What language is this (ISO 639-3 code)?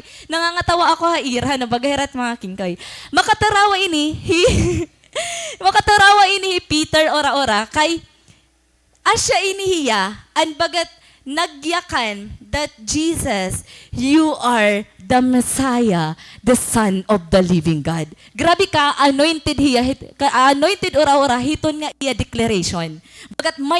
war